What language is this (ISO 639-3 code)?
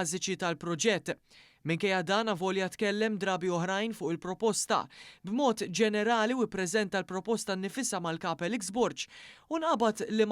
mlt